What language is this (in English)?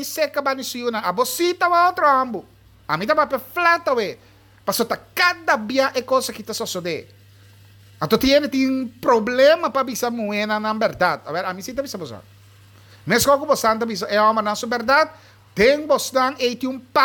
Papiamento